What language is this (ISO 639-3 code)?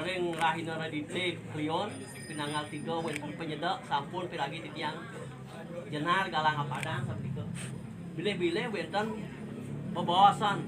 ban